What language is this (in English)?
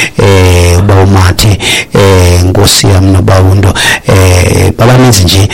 Xhosa